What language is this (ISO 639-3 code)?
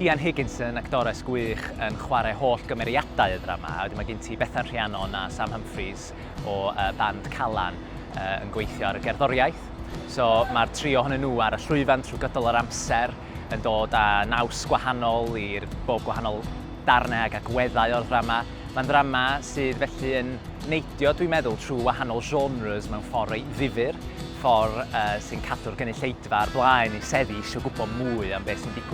cym